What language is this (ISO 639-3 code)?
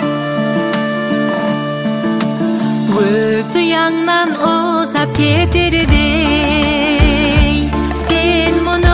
kaz